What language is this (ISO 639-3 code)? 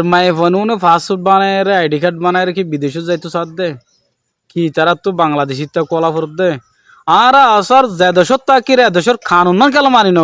rhg